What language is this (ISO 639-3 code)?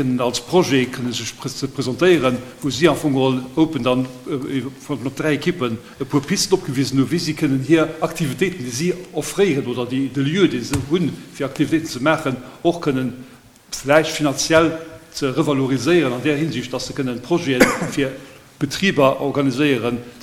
ltz